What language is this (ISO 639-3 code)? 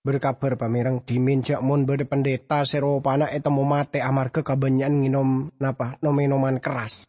mad